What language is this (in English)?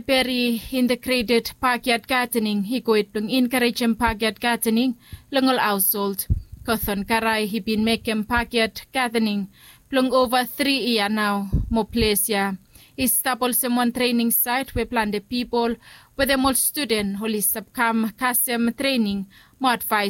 Bislama